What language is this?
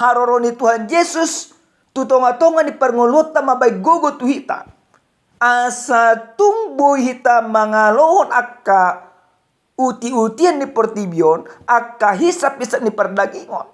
Batak Toba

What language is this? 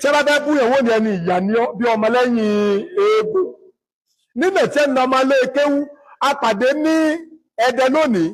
Yoruba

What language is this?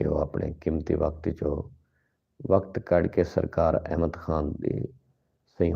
Saraiki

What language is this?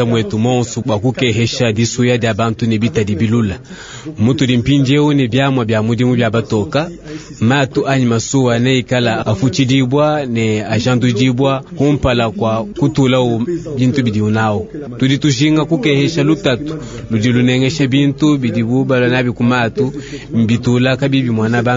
Luba-Lulua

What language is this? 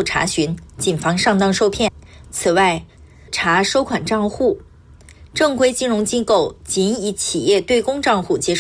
Chinese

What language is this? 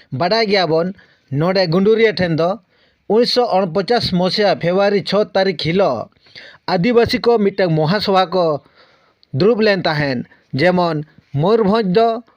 Santali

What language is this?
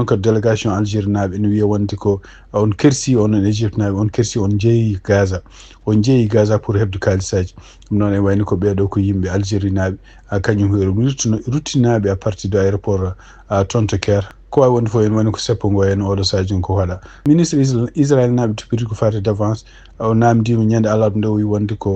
Fula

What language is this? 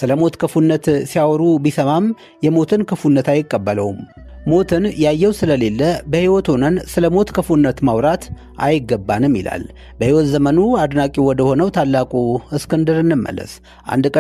Amharic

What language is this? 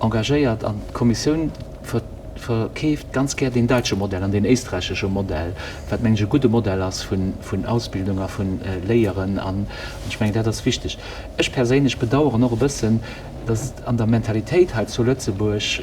Luxembourgish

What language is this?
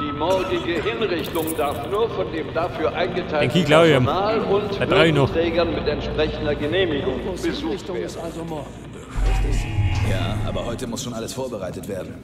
Bavarian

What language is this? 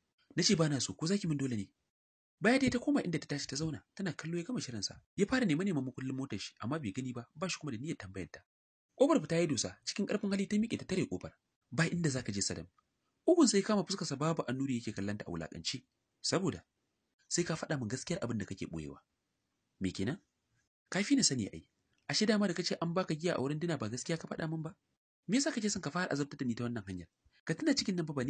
Hausa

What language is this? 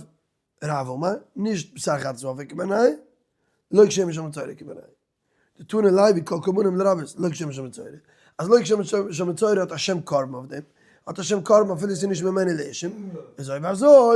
Yiddish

